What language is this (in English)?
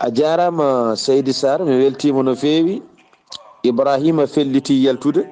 Fula